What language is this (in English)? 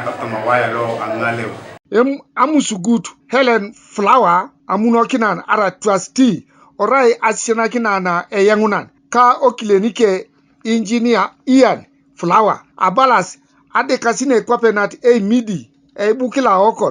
Teso